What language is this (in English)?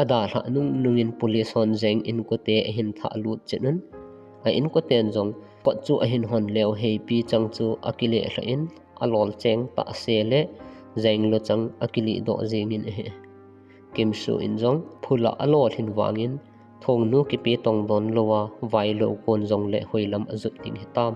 Thado Chin